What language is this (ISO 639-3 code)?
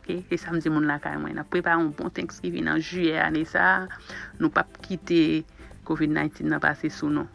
hat